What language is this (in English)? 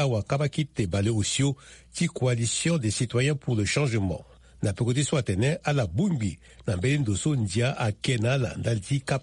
Sango